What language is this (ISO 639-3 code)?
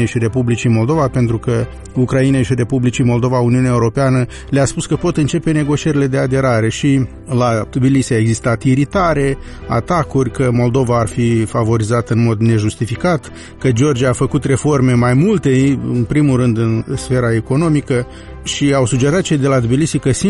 ron